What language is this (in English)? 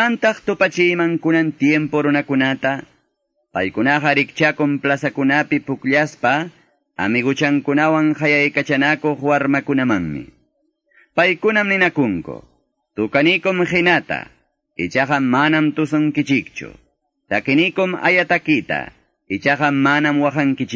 Quechua